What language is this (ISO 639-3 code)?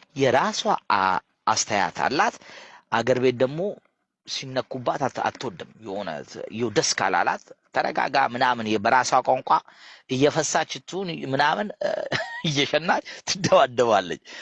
amh